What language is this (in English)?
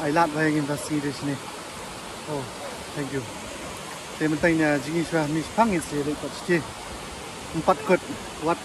Khasi